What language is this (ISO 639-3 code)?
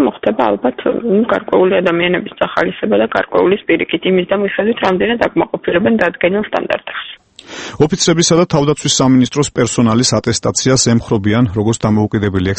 kat